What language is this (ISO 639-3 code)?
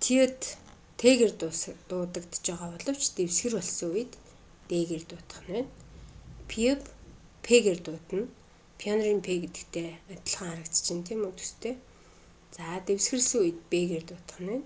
mon